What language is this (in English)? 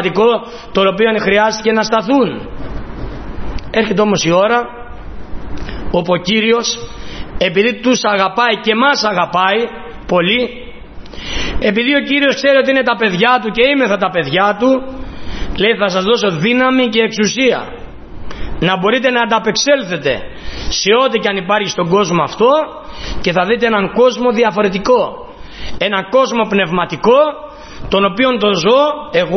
Greek